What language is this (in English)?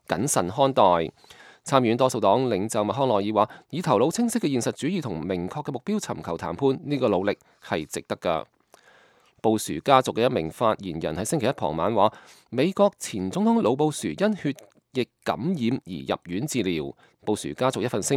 Cantonese